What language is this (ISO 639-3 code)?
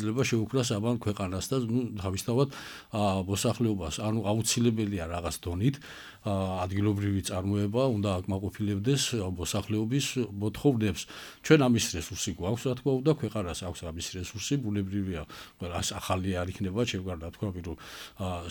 kat